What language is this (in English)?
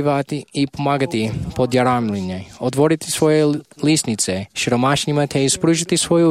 Croatian